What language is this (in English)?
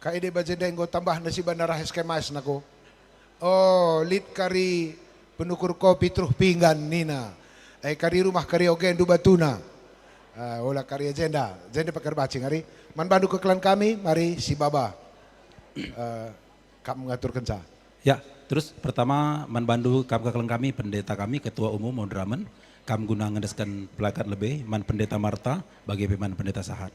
Batak Karo